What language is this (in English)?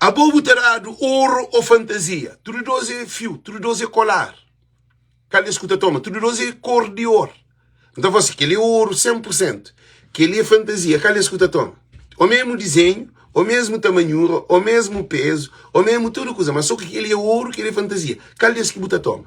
Kabuverdianu